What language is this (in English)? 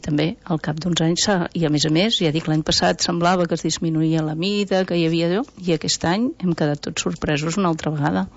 Catalan